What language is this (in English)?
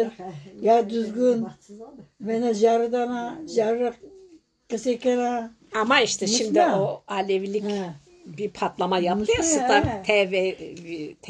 Zaza